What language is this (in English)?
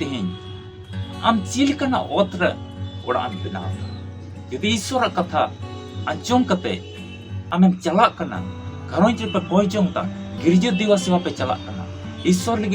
Santali